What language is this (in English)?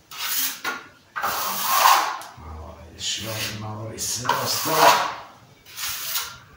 Serbian